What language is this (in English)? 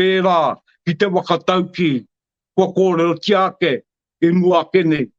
Māori